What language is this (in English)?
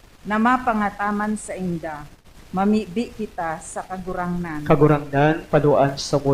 Bikol